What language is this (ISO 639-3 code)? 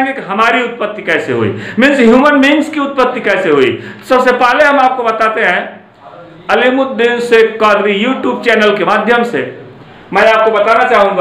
hin